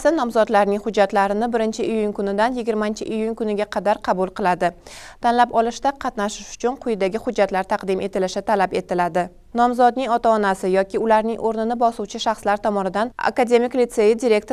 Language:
Uzbek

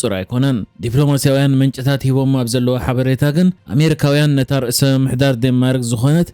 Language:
Tigrinya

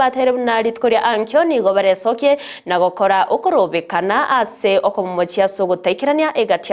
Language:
Gusii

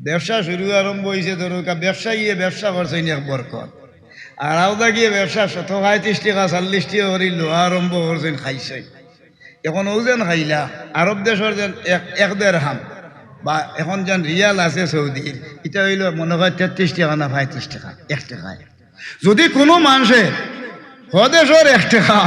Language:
Sylheti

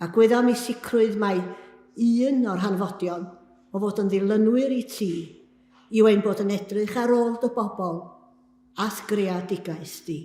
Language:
Welsh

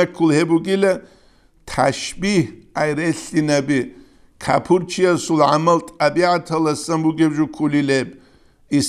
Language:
Avaric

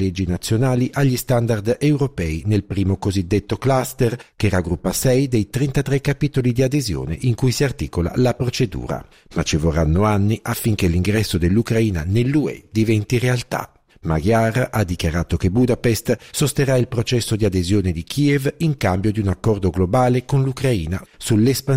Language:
Italian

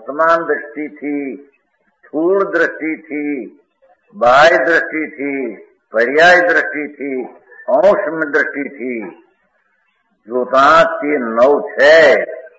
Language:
Gujarati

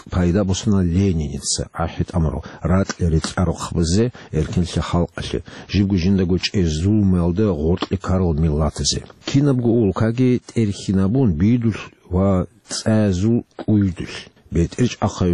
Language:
Avaric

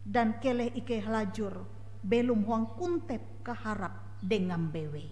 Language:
Ngaju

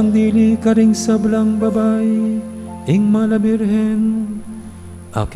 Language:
Pampanga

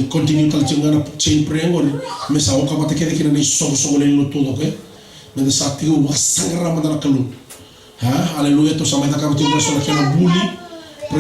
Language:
Fijian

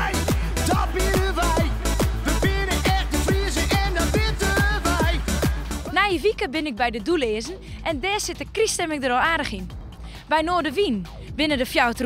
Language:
Western Frisian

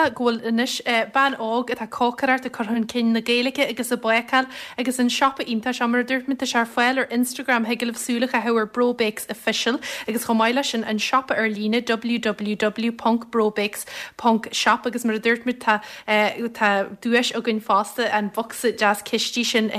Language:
Irish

